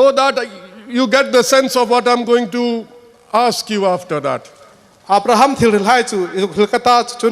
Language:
Hmar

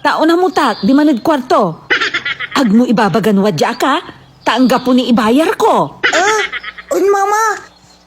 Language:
Pangasinan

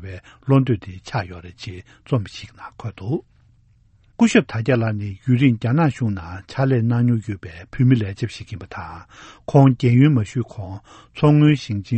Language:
Tibetan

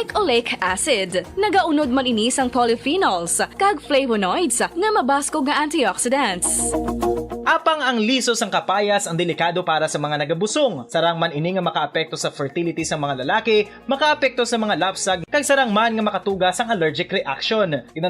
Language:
Hiligaynon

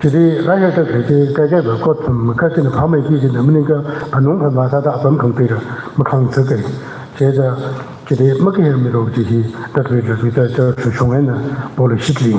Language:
Tangkhul Naga (India)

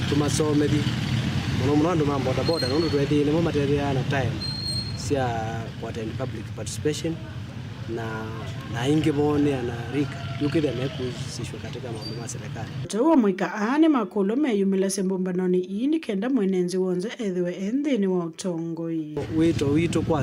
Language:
Kamba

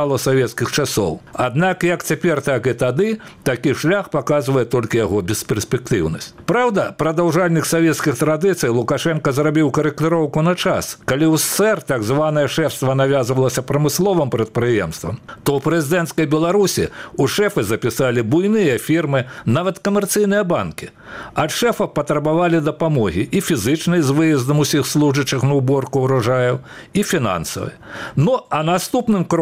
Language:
Belarusian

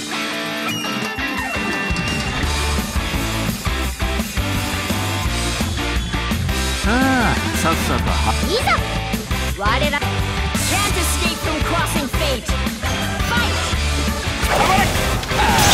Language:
Japanese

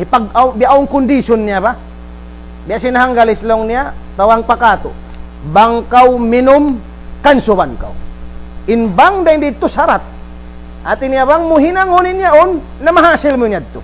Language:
Tausug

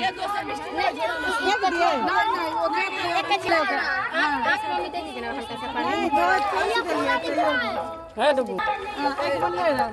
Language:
Maithili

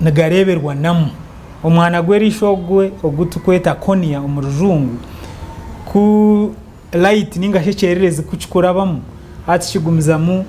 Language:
Nyankole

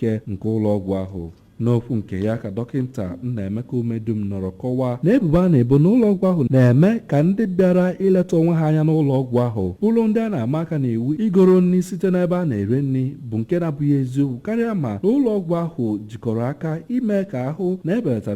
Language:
Igbo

